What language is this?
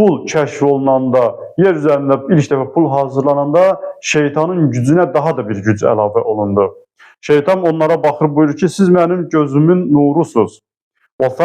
Azerbaijani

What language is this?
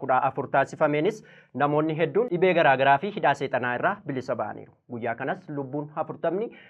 Oromo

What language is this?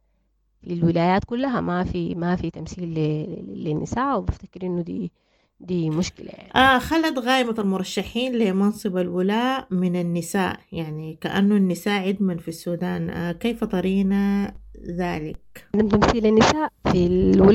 Sudanese Arabic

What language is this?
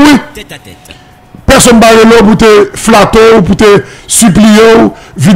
Haitian Creole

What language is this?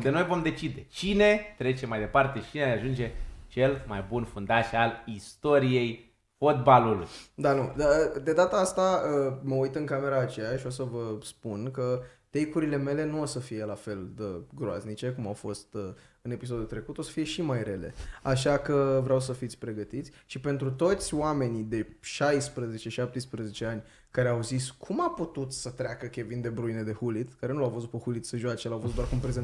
Romanian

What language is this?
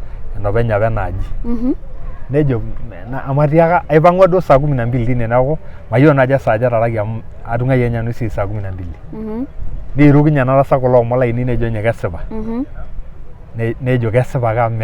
Masai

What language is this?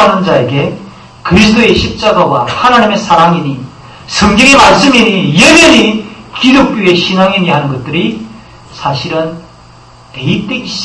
Korean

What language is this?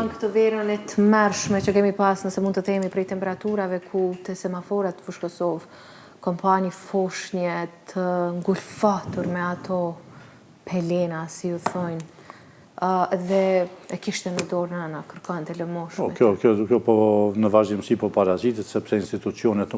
Albanian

